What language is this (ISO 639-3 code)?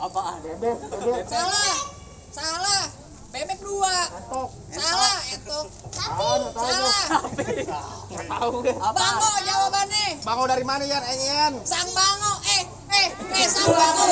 bew